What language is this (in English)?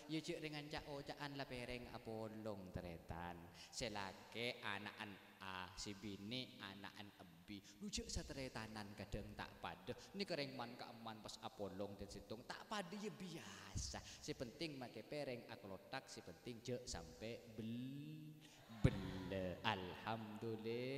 Madurese